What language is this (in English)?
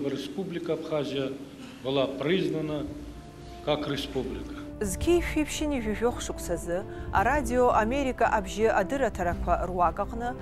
Abkhazian